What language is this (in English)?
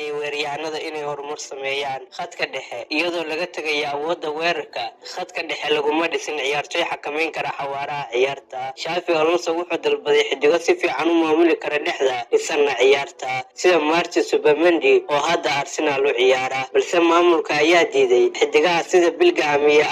Somali